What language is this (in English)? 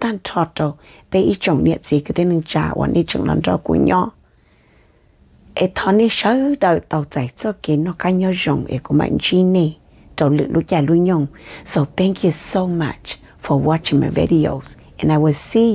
Vietnamese